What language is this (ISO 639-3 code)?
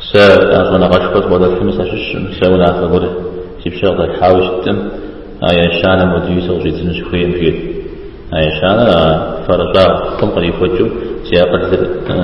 kbd